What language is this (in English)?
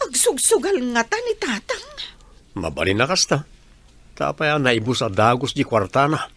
Iloko